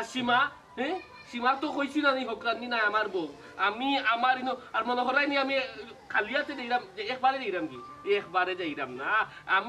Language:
Sylheti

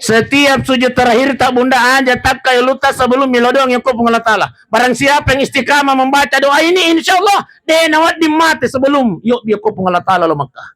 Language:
Buginese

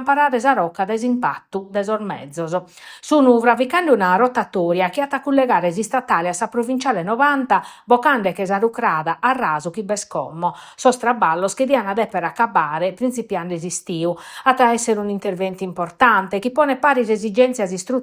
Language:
Sardinian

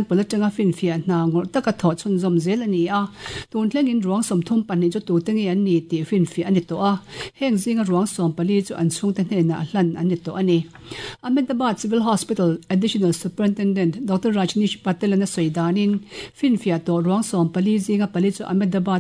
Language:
Mizo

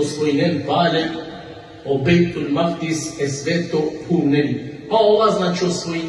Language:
Balkan Romani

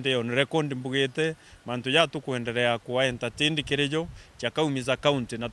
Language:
Meru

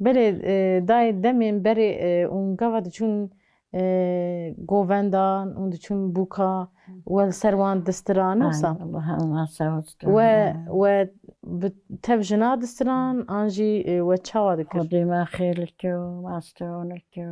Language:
Kurdish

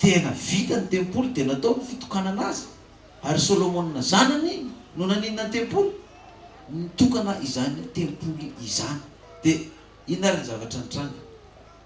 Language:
Malagasy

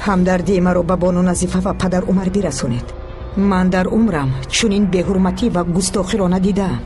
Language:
Persian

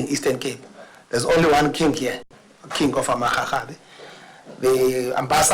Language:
Northern Sotho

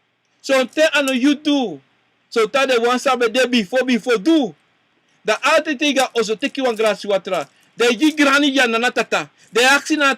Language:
Sranan Tongo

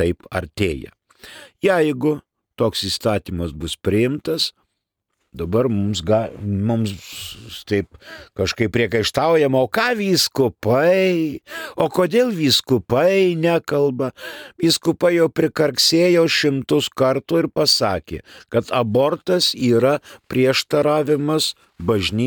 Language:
Lithuanian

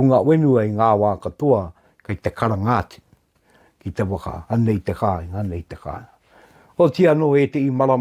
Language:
Māori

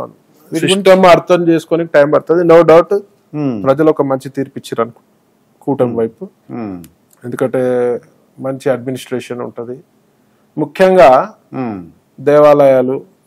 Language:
Telugu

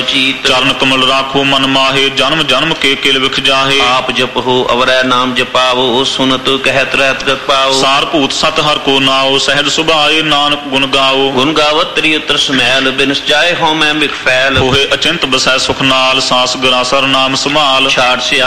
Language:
Punjabi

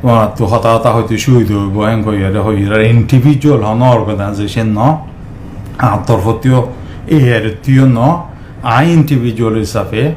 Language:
Rohingya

